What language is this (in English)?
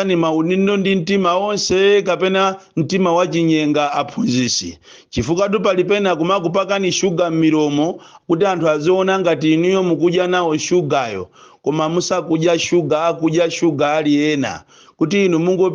Nyanja